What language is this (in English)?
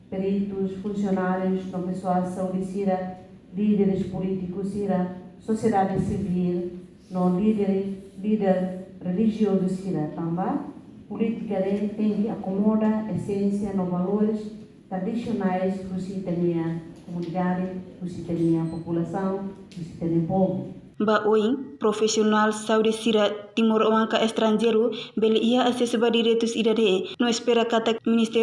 Tetum